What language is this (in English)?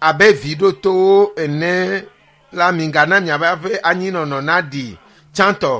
Ewe